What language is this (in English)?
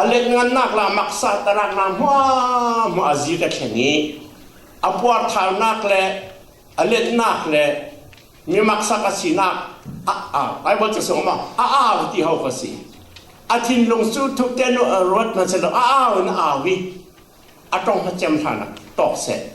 Falam Chin